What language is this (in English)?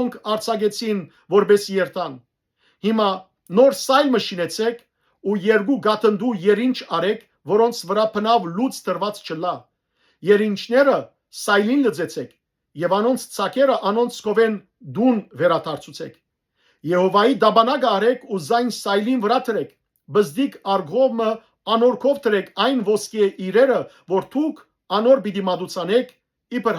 Western Armenian